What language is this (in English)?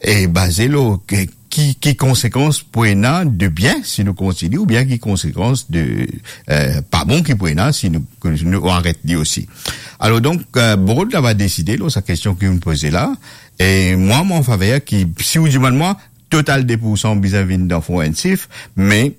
Morisyen